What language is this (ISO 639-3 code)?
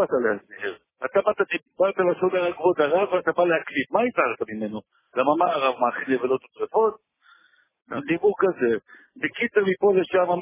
heb